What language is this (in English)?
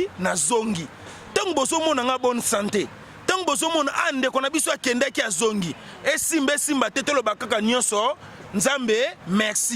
Lingala